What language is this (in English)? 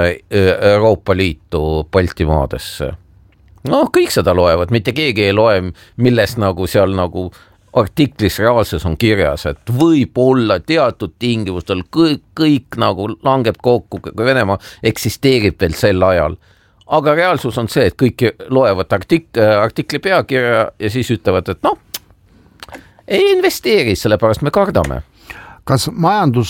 Estonian